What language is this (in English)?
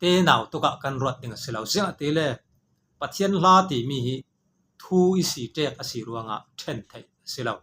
Falam Chin